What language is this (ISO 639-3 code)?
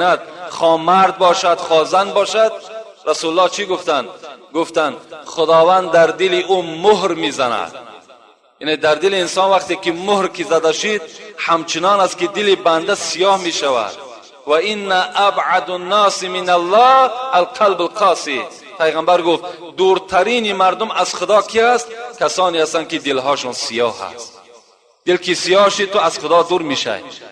tgk